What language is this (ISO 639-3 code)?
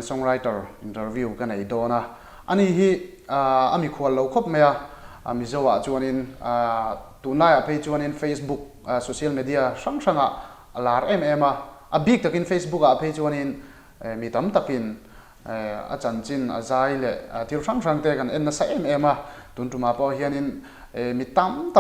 lus